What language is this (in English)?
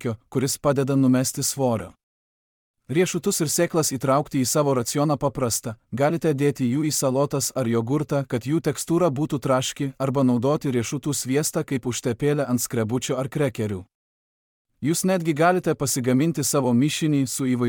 Lithuanian